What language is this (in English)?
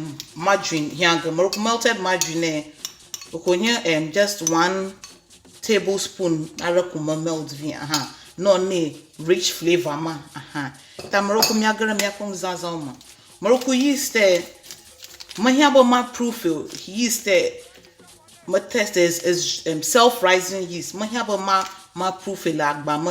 Ewe